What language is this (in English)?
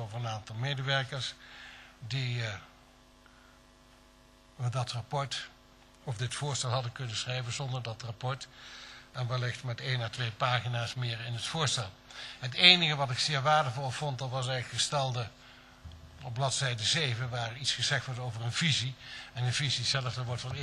Dutch